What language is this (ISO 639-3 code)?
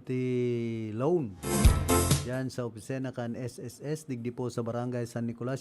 bik